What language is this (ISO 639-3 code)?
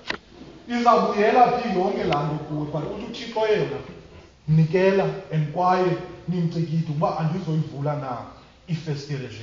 xho